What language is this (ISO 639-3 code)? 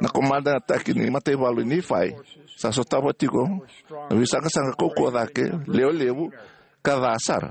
fij